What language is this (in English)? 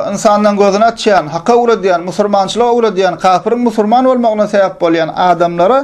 Turkmen